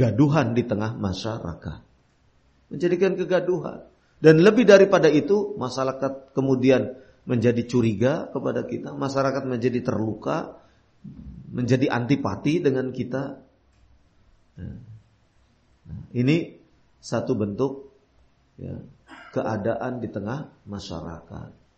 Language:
Indonesian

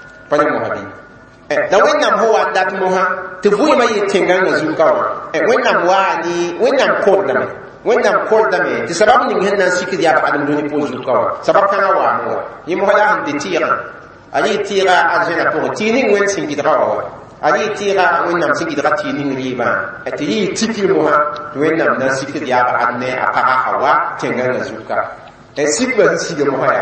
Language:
Mossi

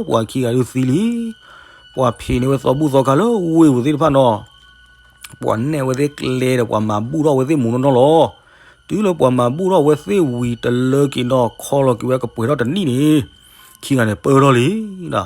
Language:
S'gaw Karen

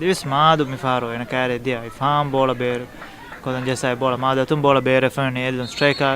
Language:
Divehi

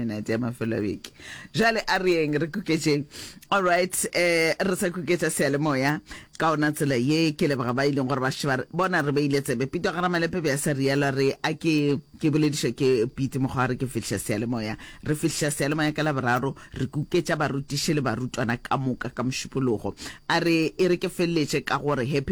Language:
Northern Sotho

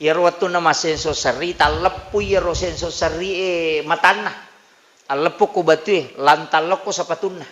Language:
Buginese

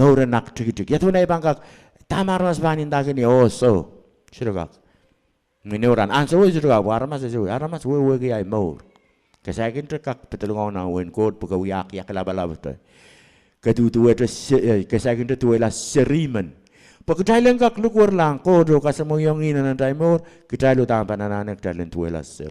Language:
Pohnpeian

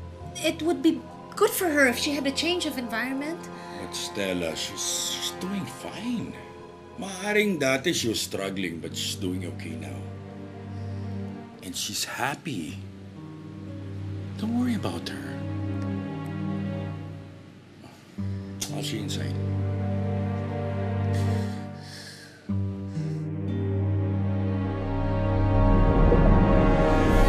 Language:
Filipino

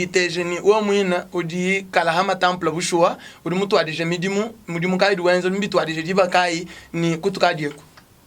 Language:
Luba-Lulua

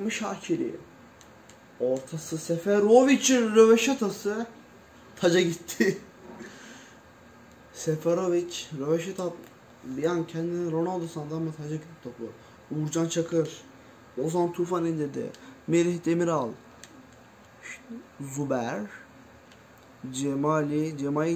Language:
Turkish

